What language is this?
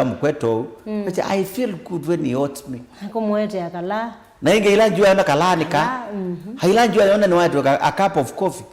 Kamba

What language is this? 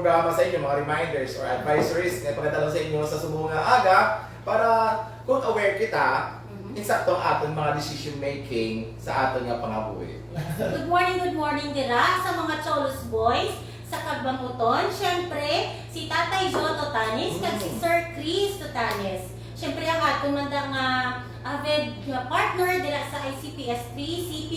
Hiligaynon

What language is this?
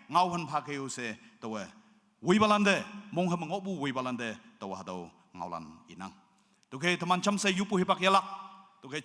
Naga Pidgin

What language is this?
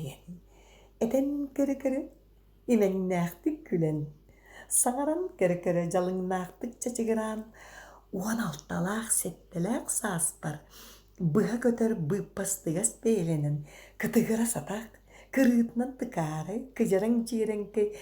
Yakut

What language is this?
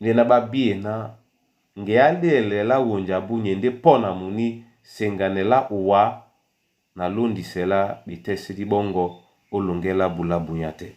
Duala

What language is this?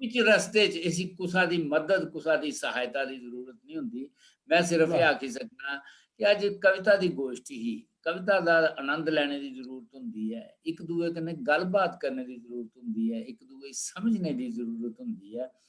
Dogri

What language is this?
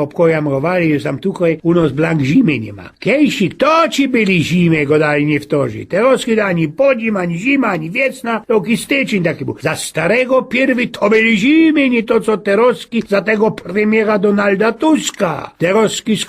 Silesian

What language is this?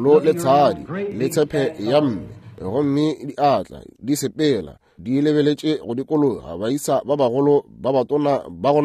Northern Sotho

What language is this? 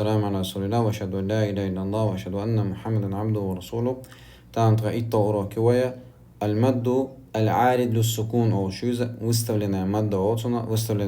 Chechen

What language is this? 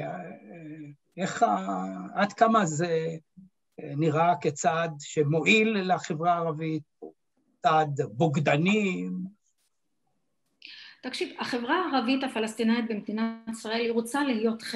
Hebrew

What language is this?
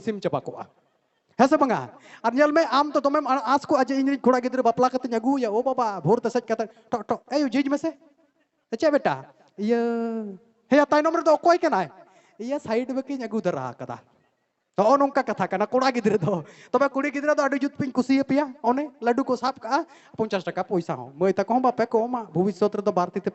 Santali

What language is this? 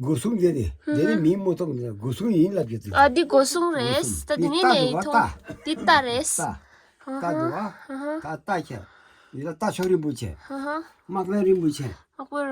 Tibetan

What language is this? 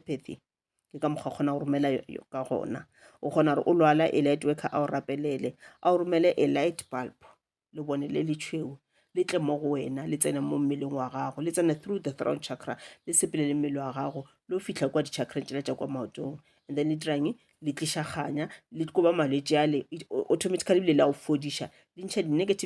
Northern Sotho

